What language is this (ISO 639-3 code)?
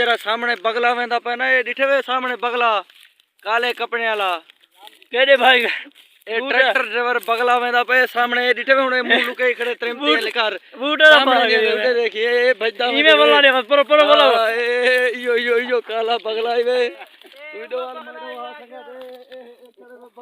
skr